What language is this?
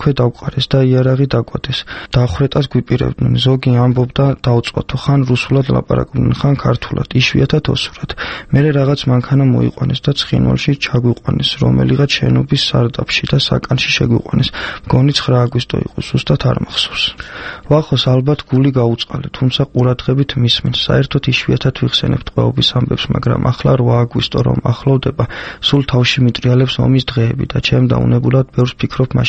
Georgian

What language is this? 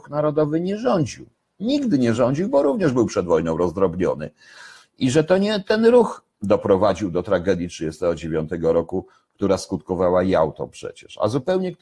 Polish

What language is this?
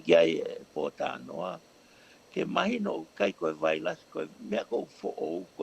Tongan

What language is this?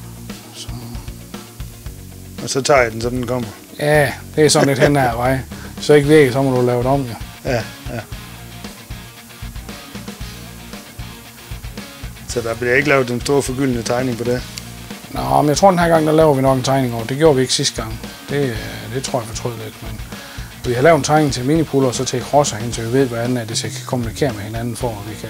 Danish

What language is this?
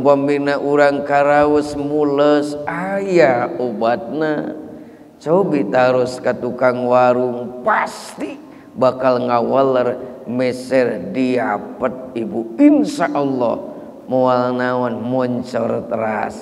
Sundanese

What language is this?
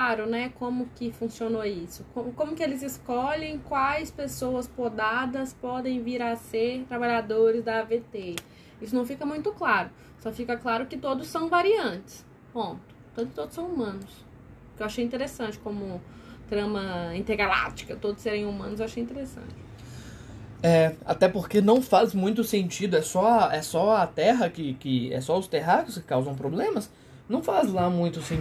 Portuguese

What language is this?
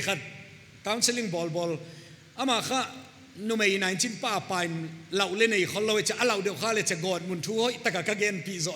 Paite Chin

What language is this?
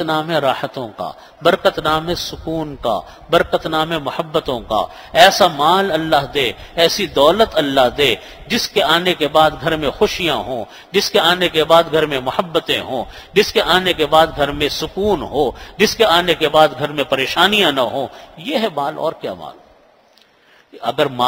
Urdu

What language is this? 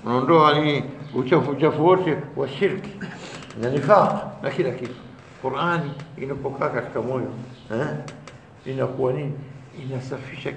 Swahili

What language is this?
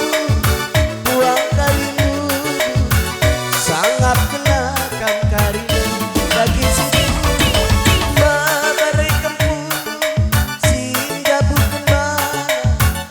Batak Karo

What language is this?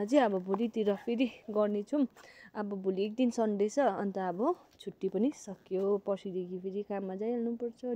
Nepali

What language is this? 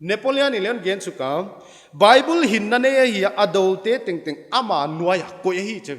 Paite Chin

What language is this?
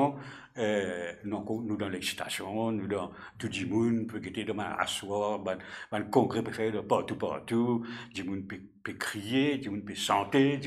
Morisyen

